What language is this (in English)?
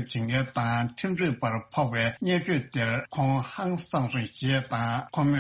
Tibetan